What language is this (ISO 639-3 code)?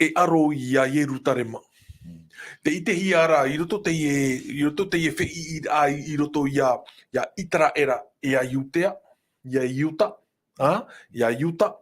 tah